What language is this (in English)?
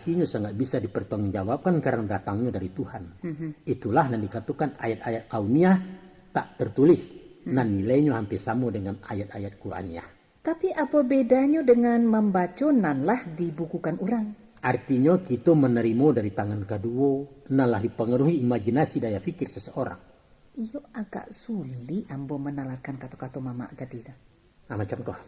Minangkabau